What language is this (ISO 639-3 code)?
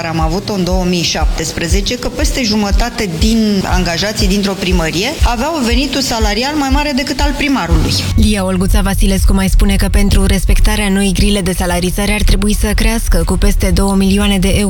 ron